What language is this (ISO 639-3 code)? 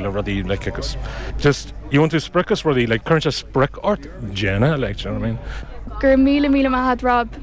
gle